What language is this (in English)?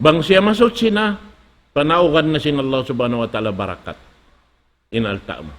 Tausug